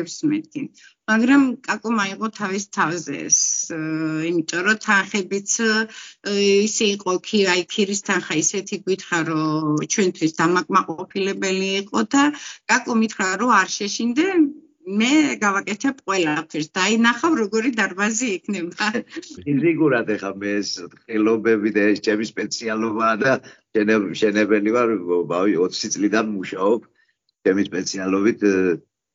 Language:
Georgian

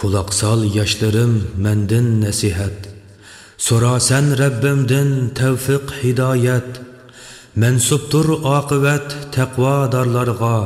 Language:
Uyghur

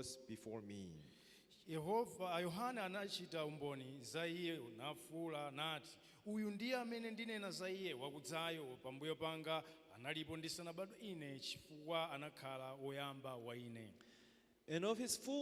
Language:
Nyanja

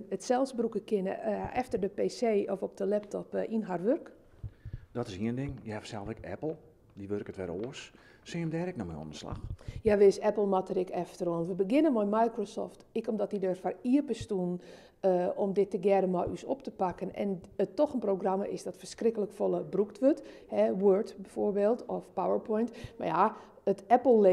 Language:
Western Frisian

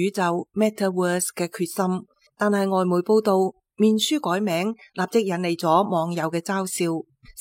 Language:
Cantonese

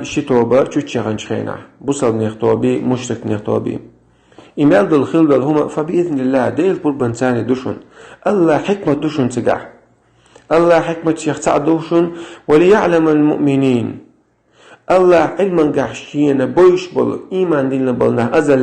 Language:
Chechen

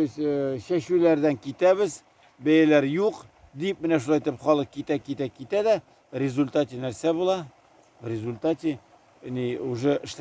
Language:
Tatar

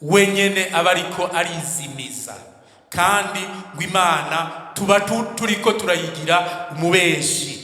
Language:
Rundi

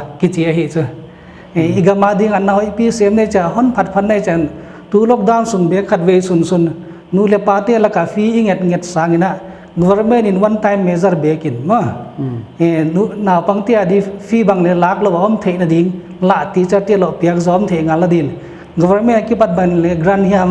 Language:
Paite Chin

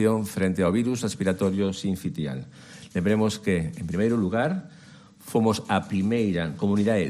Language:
Galician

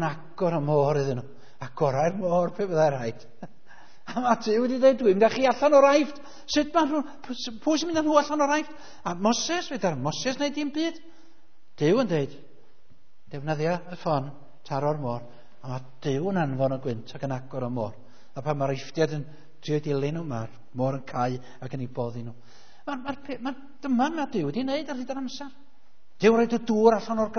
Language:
Welsh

